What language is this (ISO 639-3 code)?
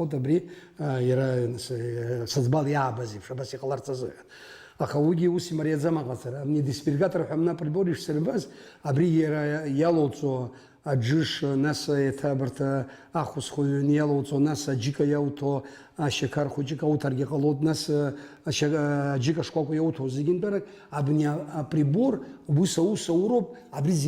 abk